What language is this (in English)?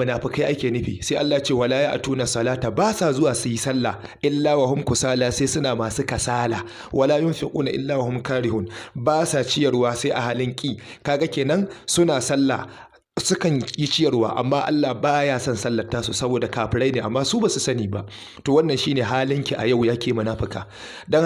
Hausa